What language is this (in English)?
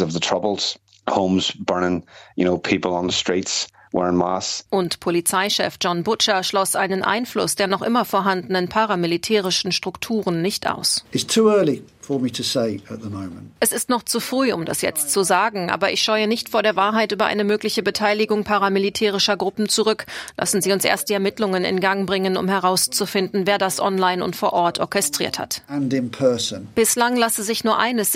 German